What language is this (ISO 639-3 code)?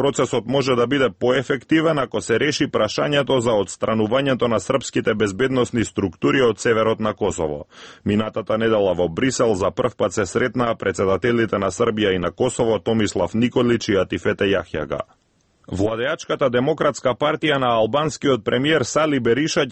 mkd